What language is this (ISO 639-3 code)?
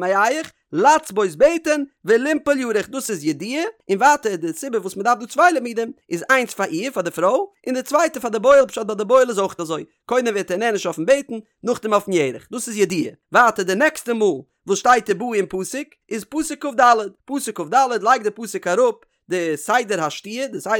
yid